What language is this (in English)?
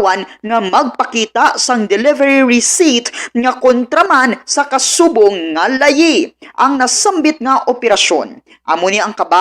Hiligaynon